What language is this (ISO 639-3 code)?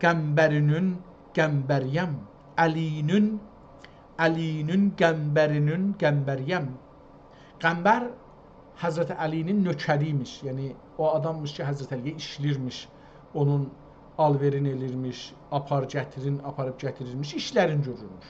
azb